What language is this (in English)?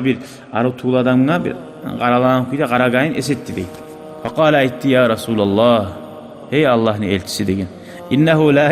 Kumyk